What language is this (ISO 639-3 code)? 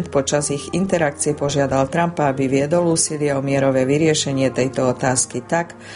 slk